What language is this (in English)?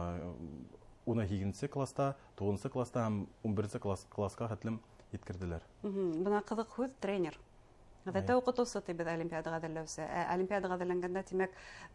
Bashkir